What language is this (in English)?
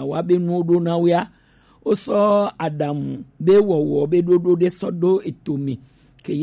Gen